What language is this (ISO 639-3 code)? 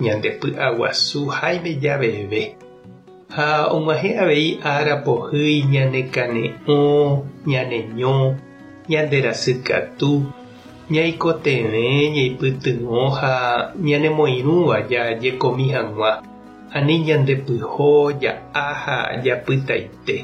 grn